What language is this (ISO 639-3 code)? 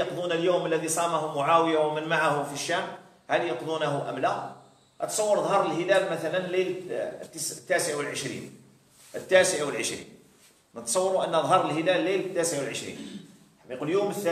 arq